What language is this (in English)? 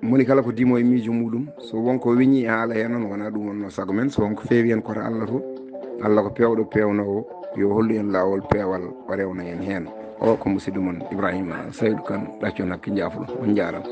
Fula